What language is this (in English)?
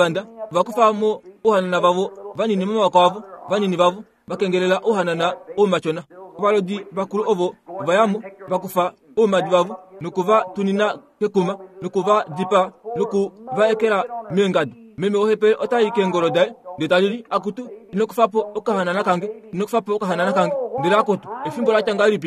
Kuanyama